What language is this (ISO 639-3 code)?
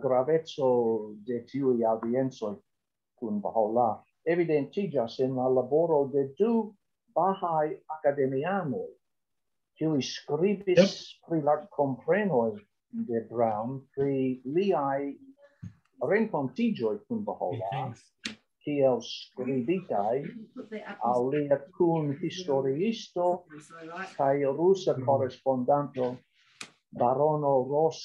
epo